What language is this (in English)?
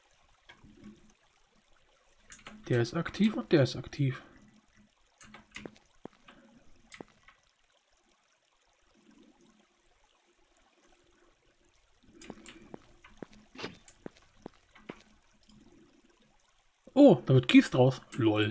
German